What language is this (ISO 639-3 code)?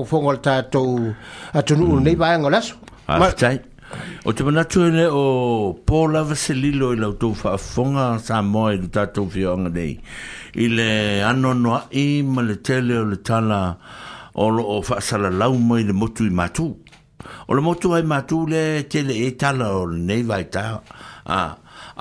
smo